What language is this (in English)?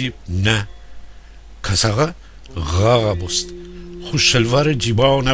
Gilaki